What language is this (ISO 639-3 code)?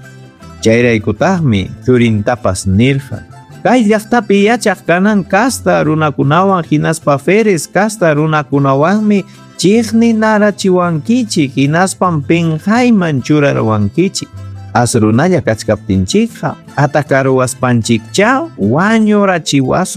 quy